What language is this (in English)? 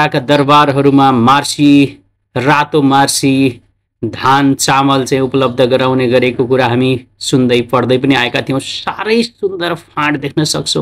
Nepali